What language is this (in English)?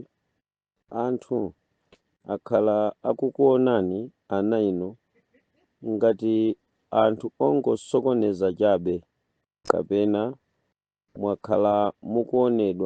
Nyanja